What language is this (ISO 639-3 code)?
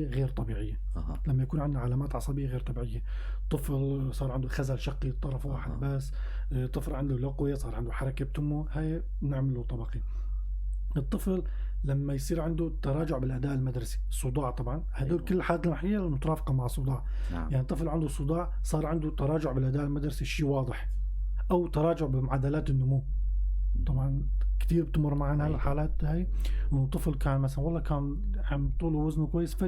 apc